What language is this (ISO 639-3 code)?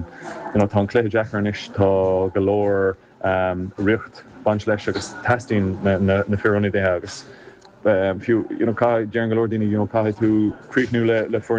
gle